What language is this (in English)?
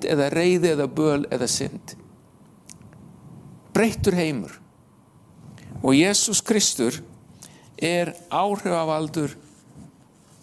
Icelandic